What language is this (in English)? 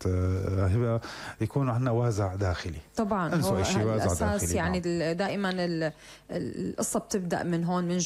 North Levantine Arabic